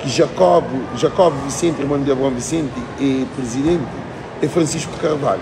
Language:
Kabuverdianu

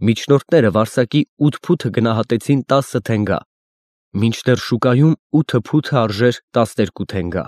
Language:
Armenian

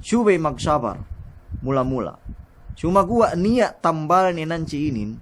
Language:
Yakan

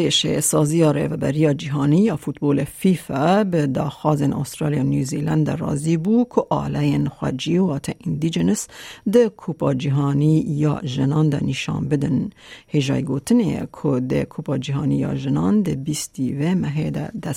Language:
Kurdish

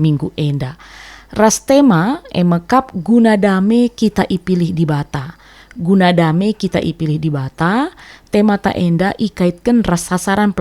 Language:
Batak Karo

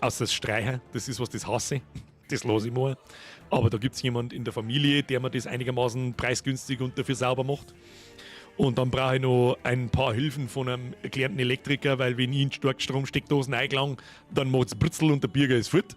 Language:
Bavarian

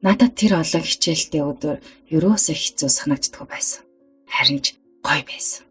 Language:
Mongolian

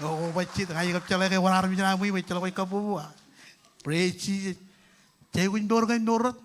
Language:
Marshallese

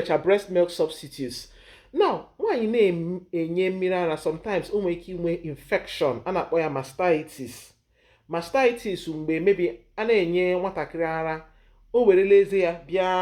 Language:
Igbo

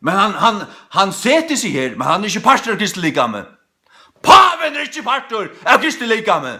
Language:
Faroese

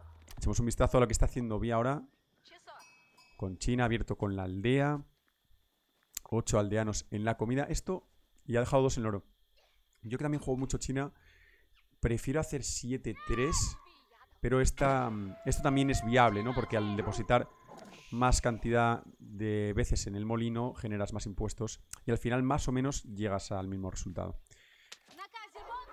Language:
Spanish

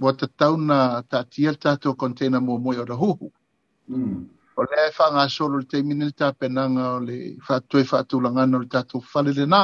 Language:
Samoan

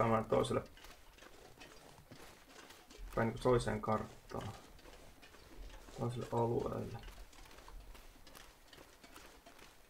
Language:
Finnish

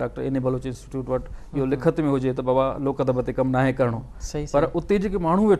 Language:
Sindhi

